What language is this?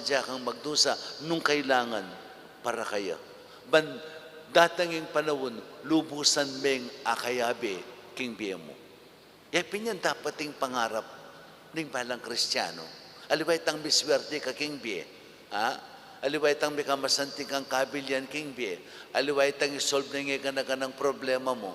Pampanga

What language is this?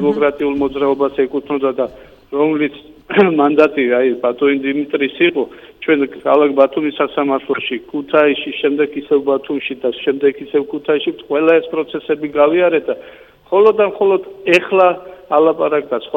Georgian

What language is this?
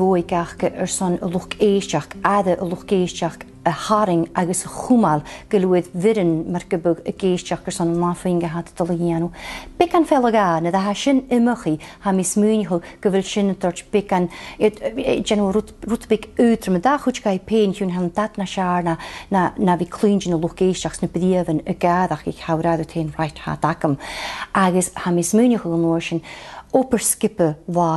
Scottish Gaelic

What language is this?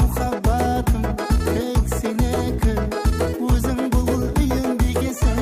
Kara-Kalpak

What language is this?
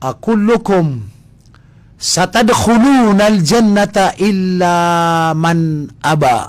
Maranao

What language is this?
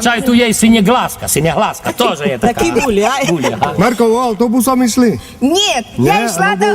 Rusyn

